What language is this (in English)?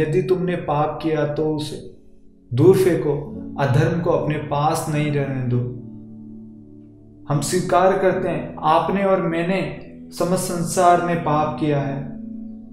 Hindi